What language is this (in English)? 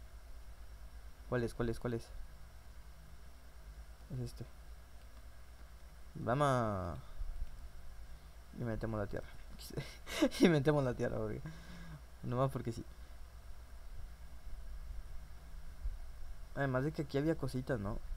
Spanish